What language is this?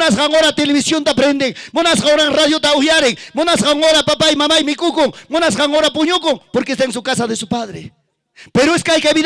Ayacucho Quechua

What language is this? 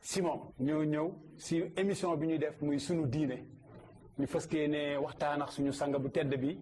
Wolof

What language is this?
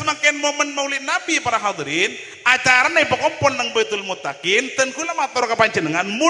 Madurese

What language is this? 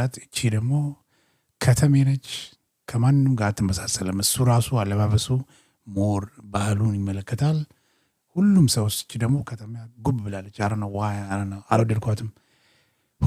Amharic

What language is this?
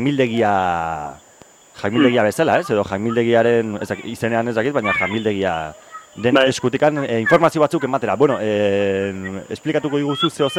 Basque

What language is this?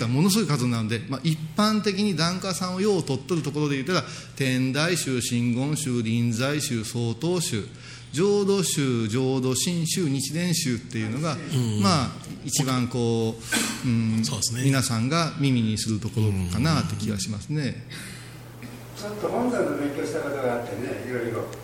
Japanese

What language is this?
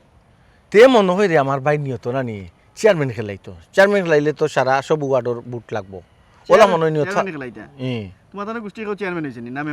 Sylheti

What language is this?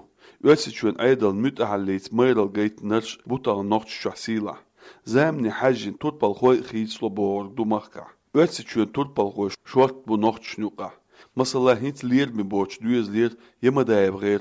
Chechen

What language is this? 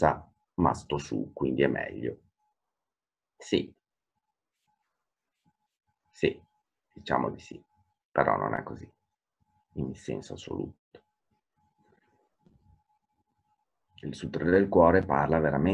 Italian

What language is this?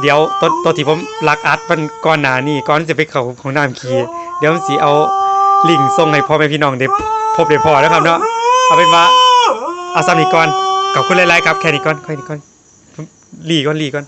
Northeastern Thai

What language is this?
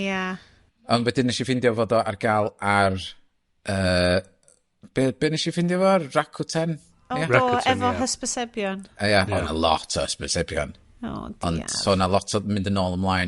Welsh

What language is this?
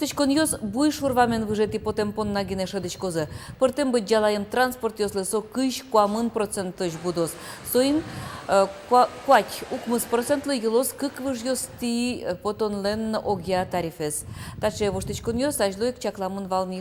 Udmurt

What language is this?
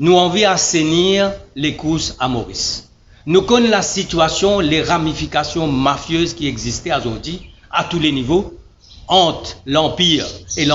Morisyen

